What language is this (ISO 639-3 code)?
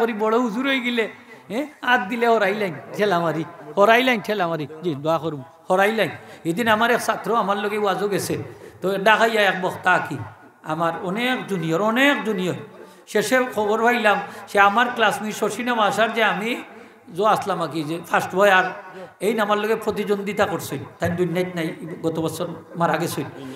syl